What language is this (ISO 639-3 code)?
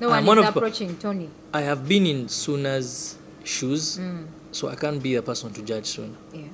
lug